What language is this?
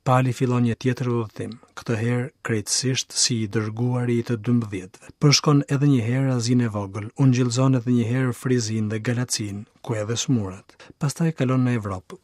Albanian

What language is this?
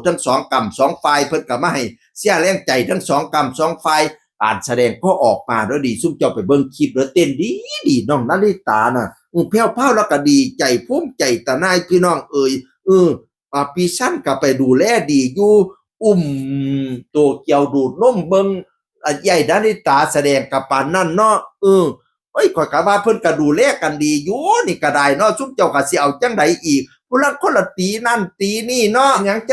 Northeastern Thai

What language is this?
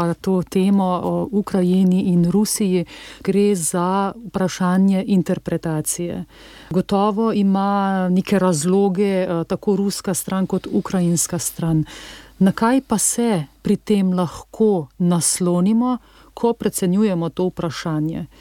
Slovenian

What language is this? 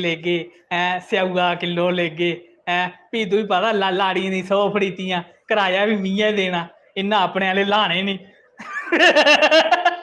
Dogri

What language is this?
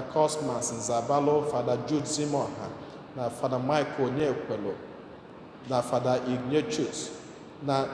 Igbo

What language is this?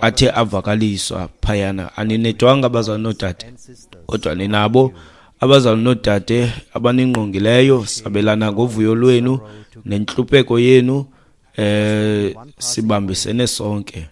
Xhosa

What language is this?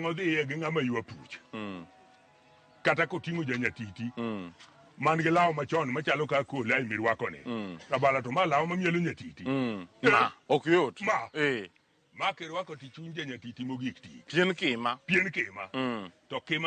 Luo (Kenya and Tanzania)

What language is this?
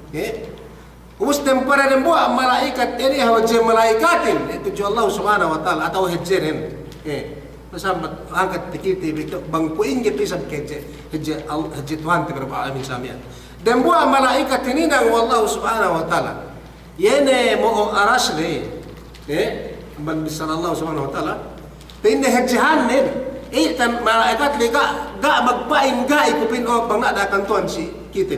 Yakan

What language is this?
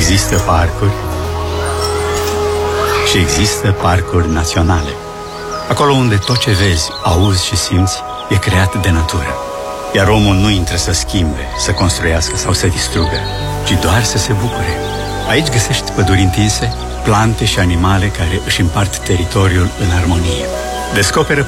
Romanian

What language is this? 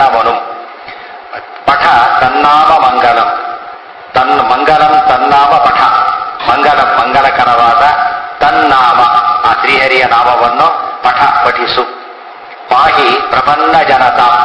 Kannada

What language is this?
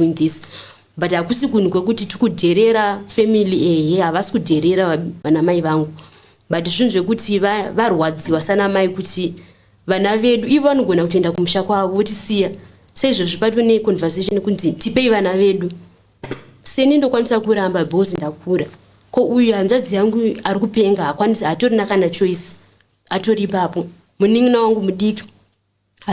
Shona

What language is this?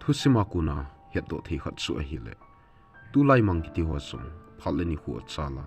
Thado Chin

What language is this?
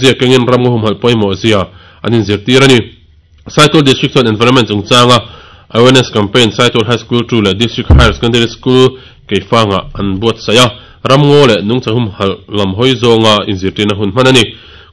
Mizo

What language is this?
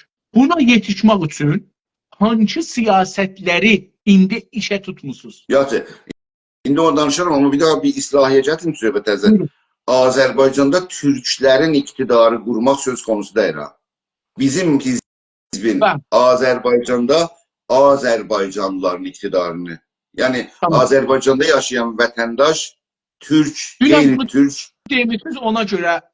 South Azerbaijani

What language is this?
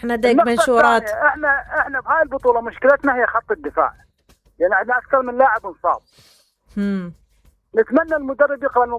Mesopotamian Arabic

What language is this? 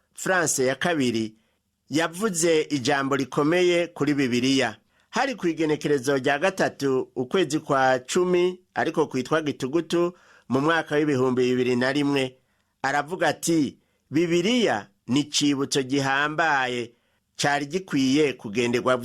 Rundi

